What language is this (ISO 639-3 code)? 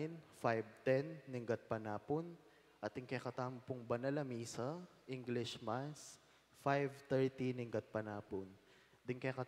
pam